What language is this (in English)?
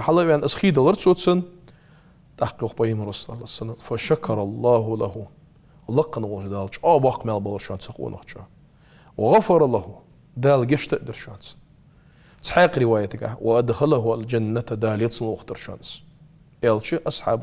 Ingush